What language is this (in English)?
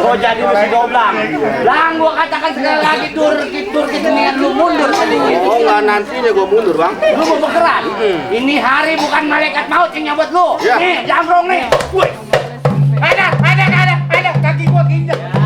Betawi